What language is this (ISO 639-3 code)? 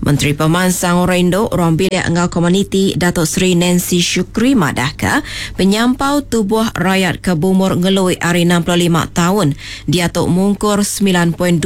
iba